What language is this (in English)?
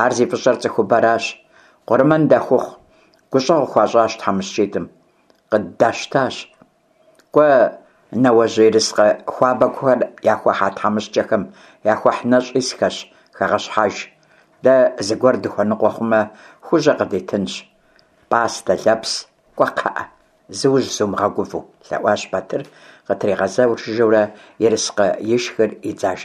Kabardian